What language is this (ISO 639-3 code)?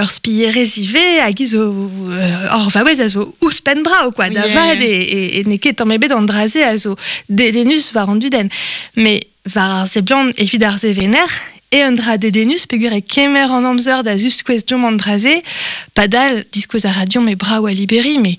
bre